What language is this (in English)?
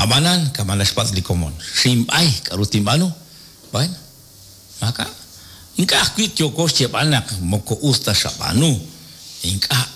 Kekchí